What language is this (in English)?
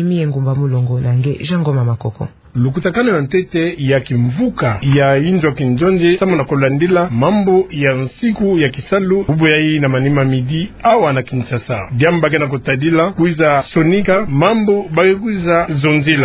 Kituba (Democratic Republic of Congo)